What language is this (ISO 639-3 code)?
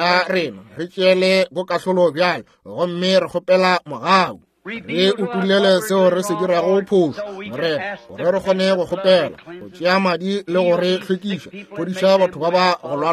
nso